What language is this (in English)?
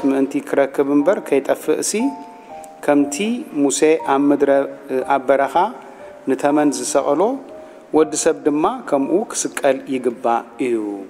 Tigrinya